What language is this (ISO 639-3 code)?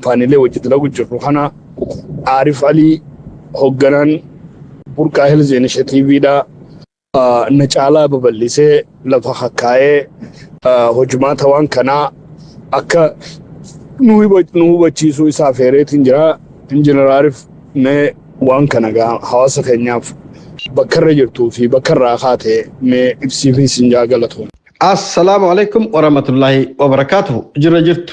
orm